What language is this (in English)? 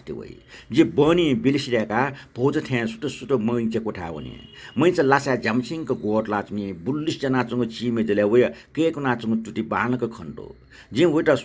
Newari